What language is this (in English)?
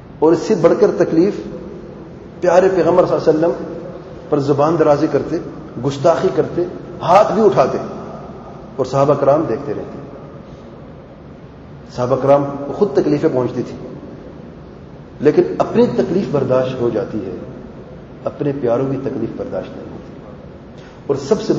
Urdu